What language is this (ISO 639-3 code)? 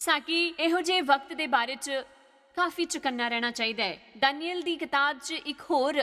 doi